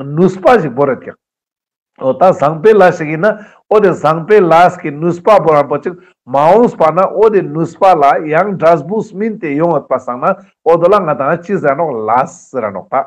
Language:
Ladakhi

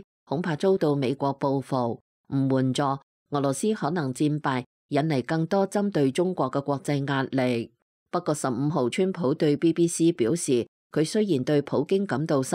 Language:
Cantonese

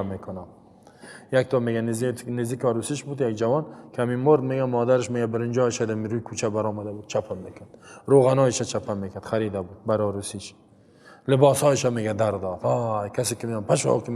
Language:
Persian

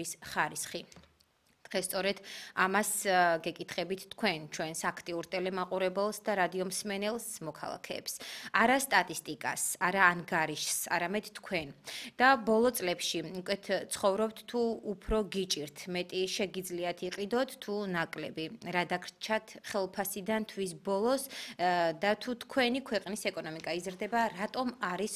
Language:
Georgian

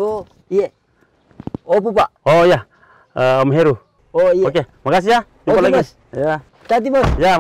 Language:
Makassar Malay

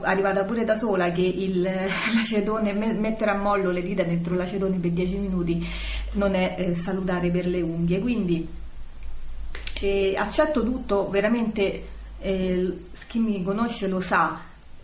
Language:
Italian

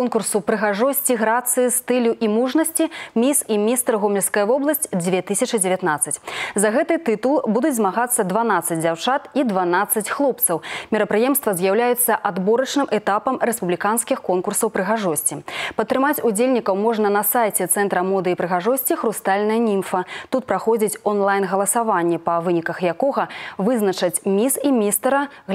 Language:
Belarusian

